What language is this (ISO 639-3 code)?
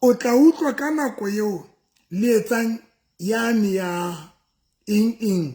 sot